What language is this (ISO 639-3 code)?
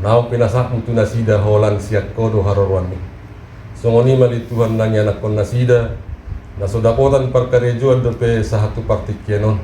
bbc